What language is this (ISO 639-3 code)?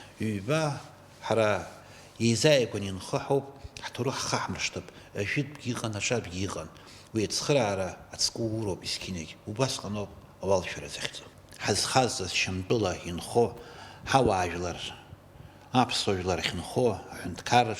abk